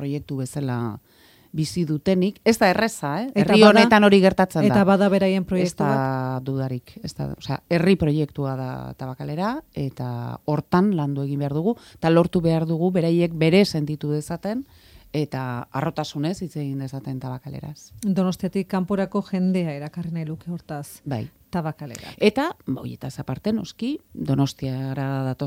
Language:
Basque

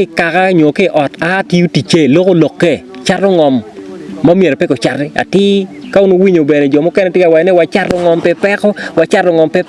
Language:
Acoli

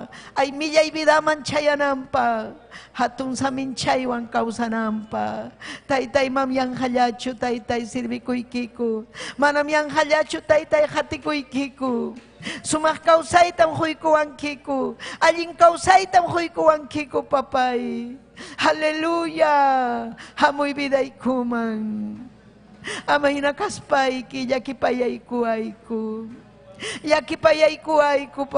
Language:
Ayacucho Quechua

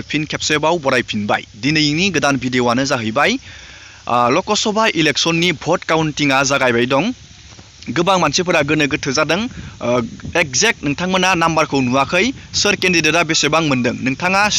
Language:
Bodo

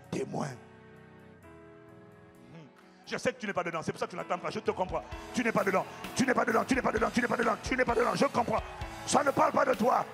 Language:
French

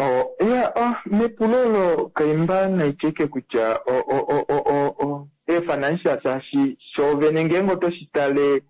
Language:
Kuanyama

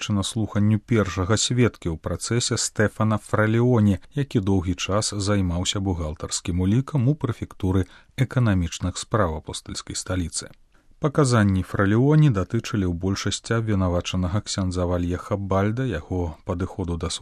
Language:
Belarusian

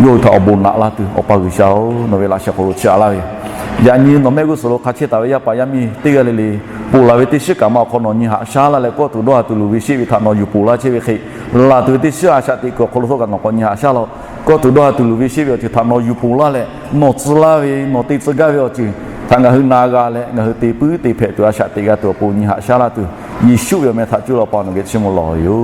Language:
Lahu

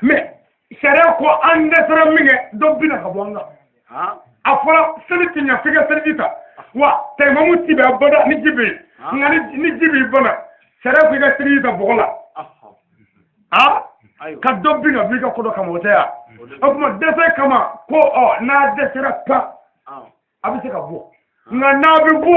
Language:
Bambara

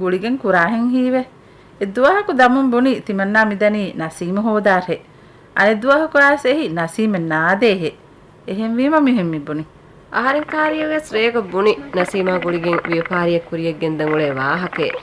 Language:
Divehi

